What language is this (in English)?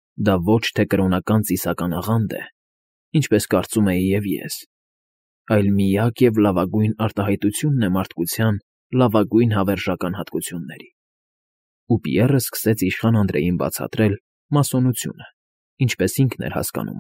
Armenian